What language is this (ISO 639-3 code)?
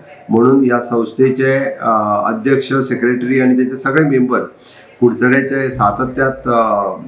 kok